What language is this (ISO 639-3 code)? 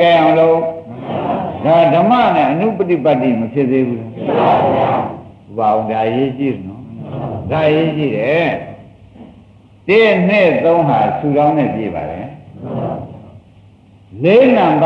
mya